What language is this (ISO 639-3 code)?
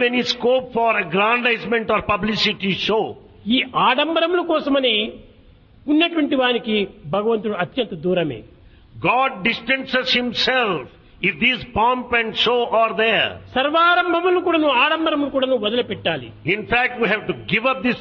tel